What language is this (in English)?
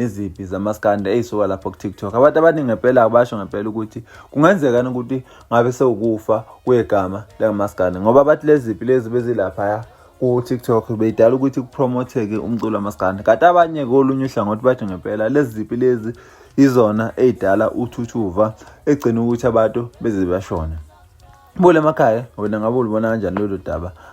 Zulu